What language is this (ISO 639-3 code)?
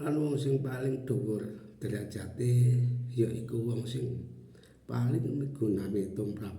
jav